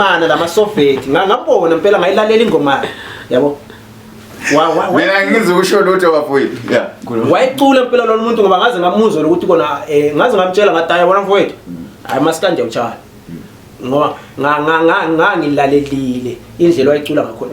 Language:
Zulu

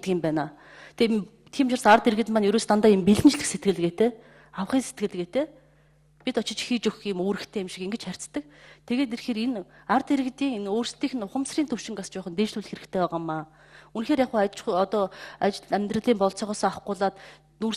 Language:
Mongolian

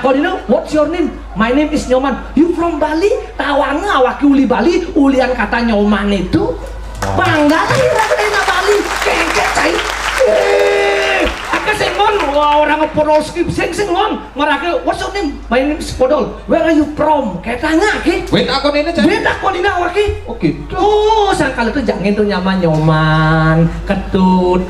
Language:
Balinese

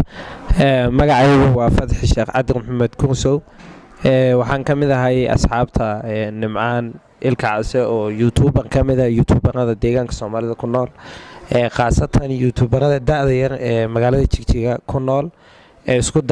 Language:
Somali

